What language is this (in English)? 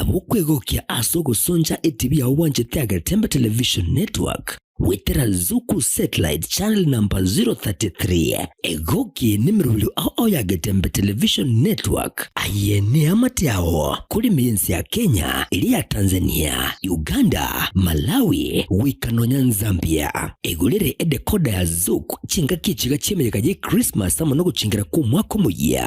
Gusii